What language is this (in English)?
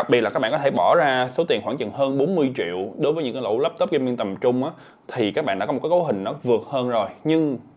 Vietnamese